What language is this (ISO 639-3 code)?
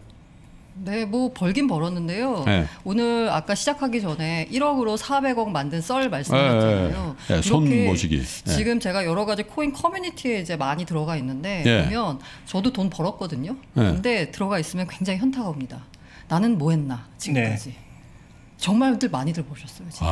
kor